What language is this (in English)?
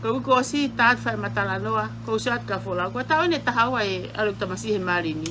Tongan